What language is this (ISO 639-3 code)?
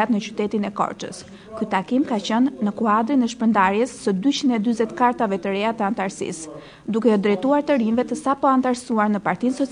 sqi